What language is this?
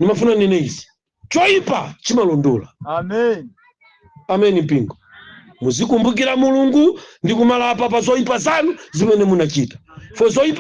Nyanja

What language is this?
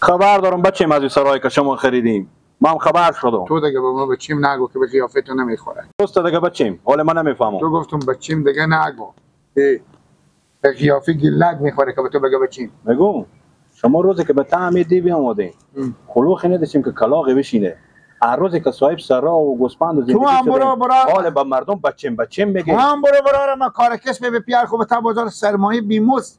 Persian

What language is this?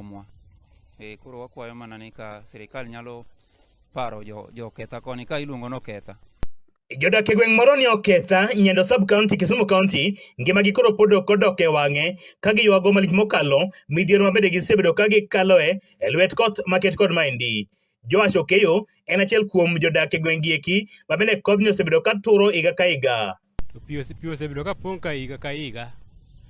Luo (Kenya and Tanzania)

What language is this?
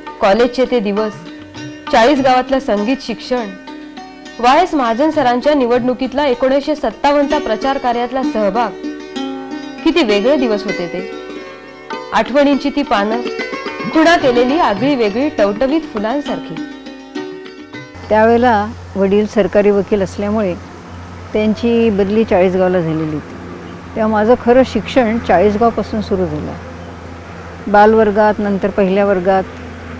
Marathi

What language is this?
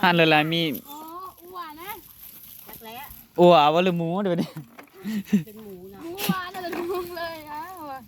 Northeastern Thai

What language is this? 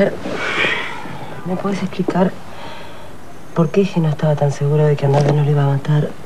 Spanish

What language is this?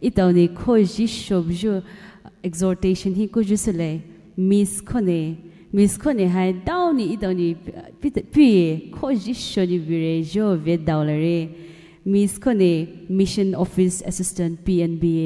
Poumei Naga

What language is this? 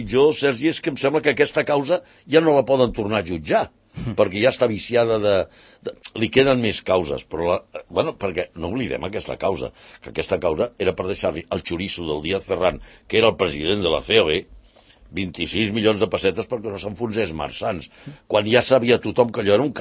Catalan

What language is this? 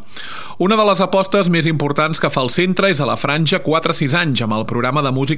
Catalan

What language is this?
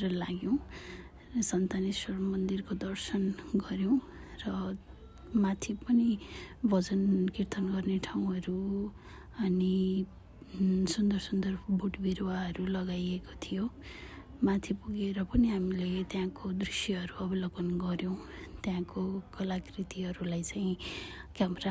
Nepali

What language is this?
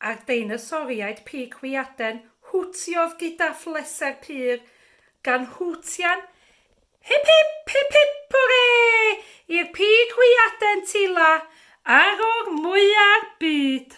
Welsh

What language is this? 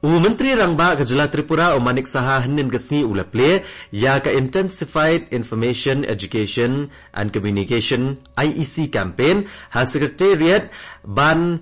Khasi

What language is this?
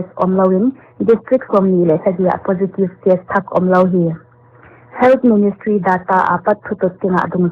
Paite Chin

